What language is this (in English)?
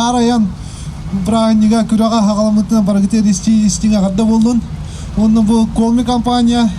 Yakut